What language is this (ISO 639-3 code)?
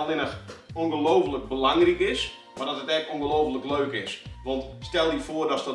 fry